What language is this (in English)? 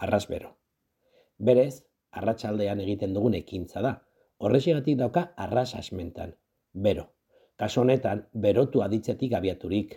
Basque